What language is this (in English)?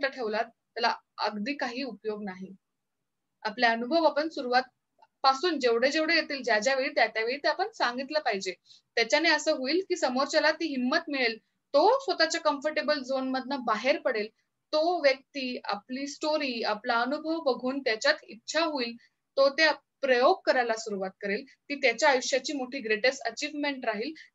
Marathi